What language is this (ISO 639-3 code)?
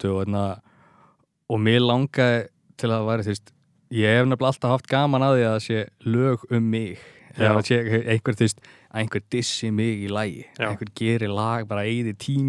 isl